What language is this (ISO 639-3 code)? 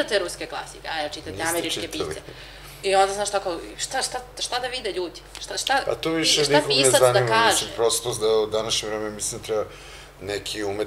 srp